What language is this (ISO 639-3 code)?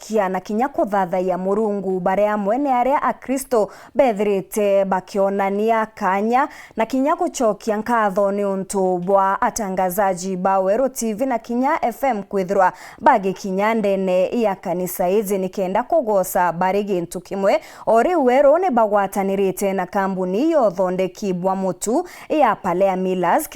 mer